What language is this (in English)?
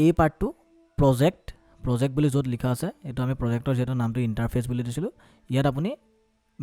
Assamese